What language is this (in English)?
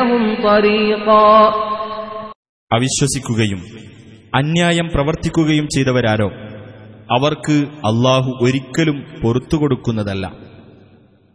Malayalam